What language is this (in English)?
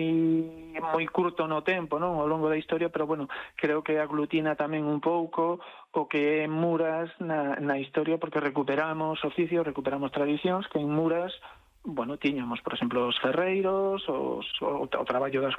Galician